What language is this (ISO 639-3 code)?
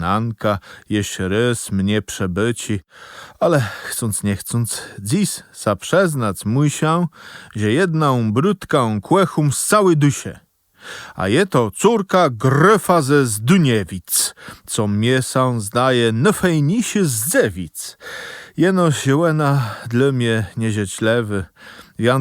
csb